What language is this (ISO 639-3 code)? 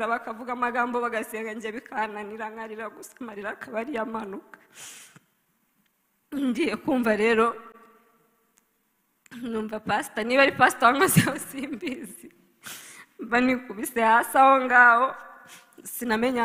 kin